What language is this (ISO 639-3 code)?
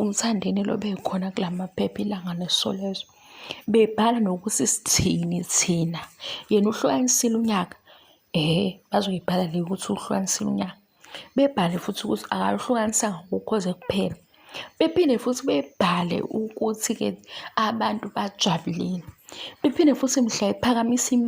zul